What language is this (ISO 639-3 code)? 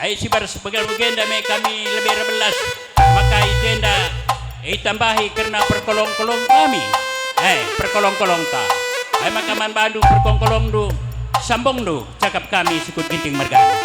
btx